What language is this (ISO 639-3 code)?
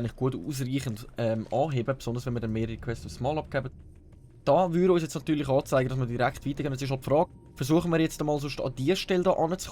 gsw